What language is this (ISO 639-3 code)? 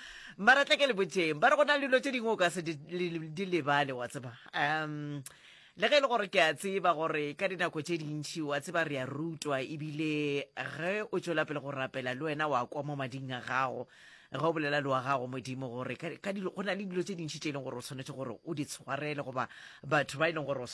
nso